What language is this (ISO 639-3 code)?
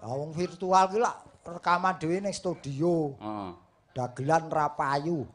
jav